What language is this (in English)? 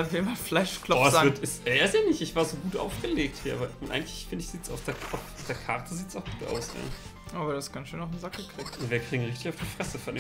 German